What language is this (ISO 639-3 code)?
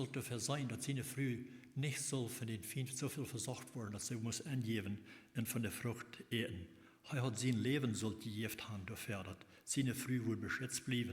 pdt